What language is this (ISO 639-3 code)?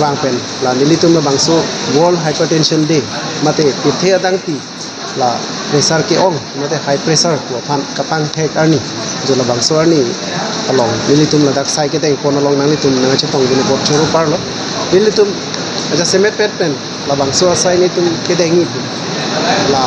mjw